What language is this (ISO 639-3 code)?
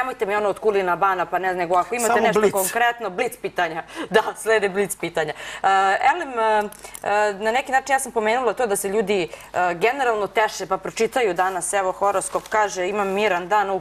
srp